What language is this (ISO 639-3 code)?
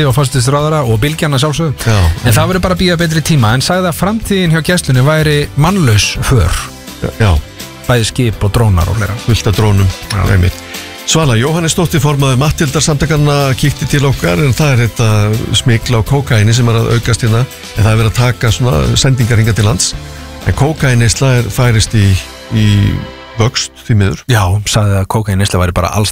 isl